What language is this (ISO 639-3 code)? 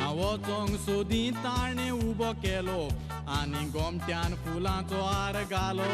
kok